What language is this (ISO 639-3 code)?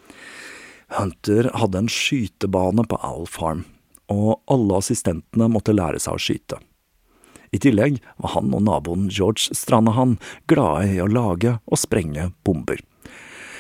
nor